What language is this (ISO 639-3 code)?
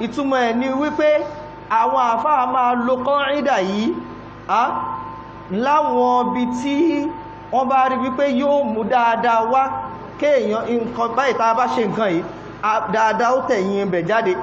yor